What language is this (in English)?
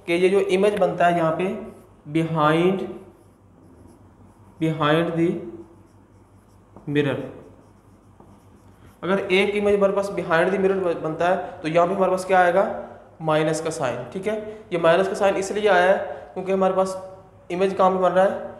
Hindi